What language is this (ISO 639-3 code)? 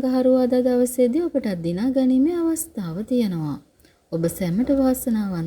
sin